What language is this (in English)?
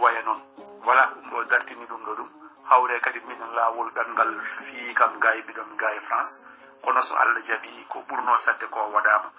Fula